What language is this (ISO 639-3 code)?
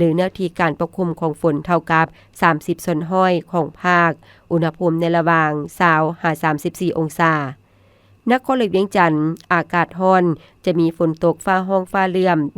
lao